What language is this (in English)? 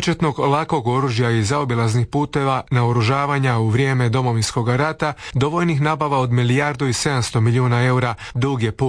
Croatian